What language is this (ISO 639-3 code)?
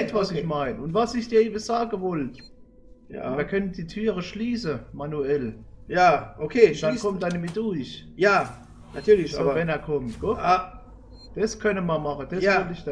deu